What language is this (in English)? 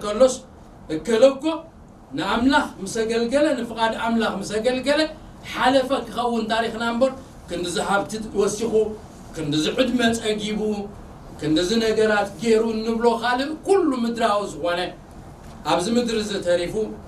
Tigrinya